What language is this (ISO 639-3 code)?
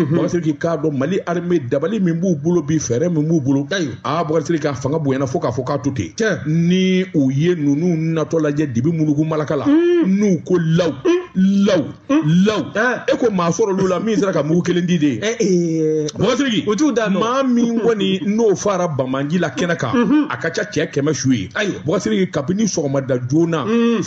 bam